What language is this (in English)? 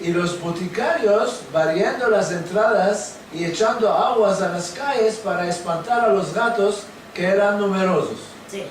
Ladino